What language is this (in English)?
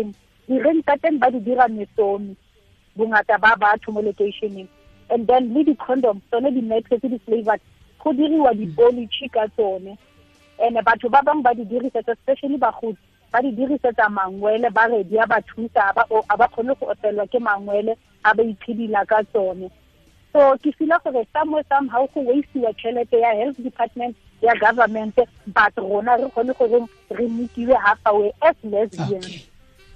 Tswana